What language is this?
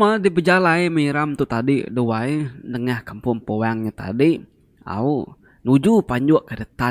Iban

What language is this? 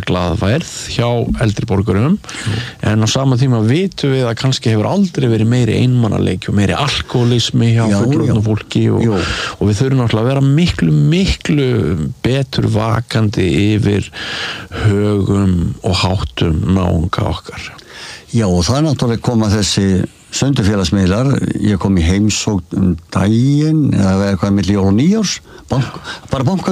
Icelandic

